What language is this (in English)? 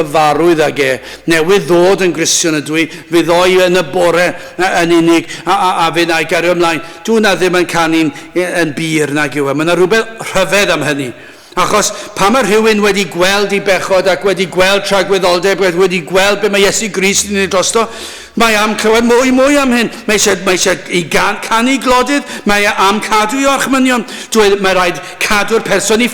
Welsh